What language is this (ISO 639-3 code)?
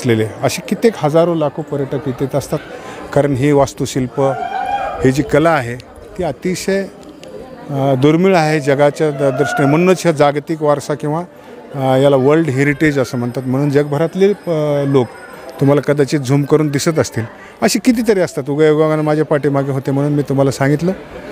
mar